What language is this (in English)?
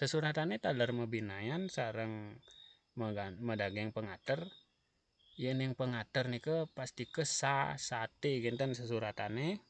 Balinese